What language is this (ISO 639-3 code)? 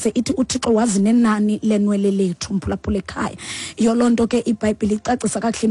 xho